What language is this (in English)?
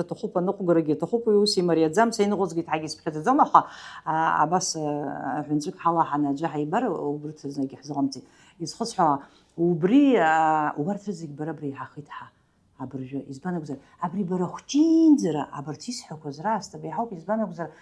Abkhazian